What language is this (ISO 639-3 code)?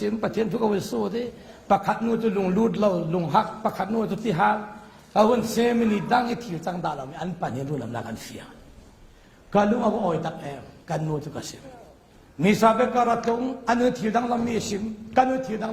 cfm